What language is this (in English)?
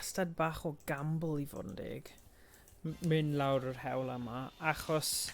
Welsh